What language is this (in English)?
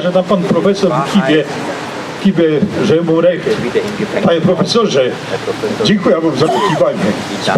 Silesian